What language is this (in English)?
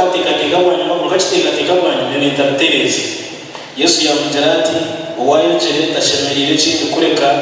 Nyankole